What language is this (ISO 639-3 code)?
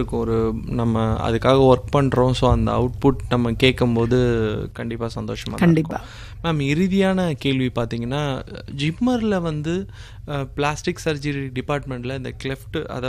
tam